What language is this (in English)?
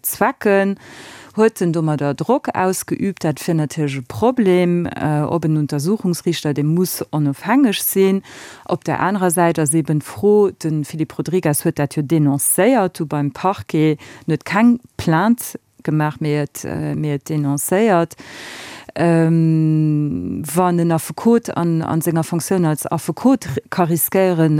Luxembourgish